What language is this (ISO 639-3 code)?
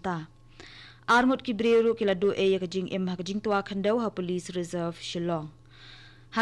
kha